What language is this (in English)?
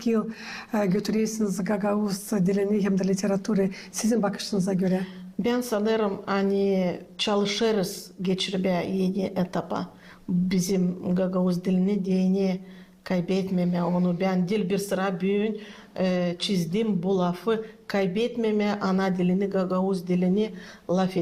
Gagauz